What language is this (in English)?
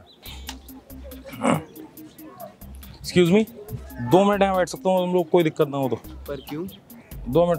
Hindi